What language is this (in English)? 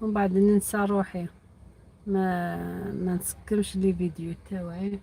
Algerian Arabic